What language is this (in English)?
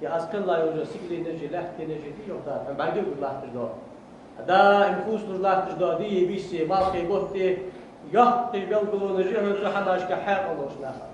Ingush